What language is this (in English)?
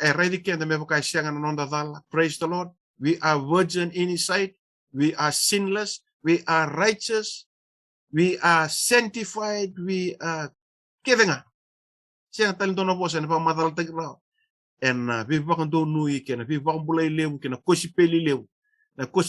Fijian